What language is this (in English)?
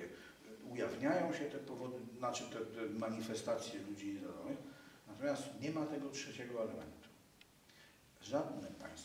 Polish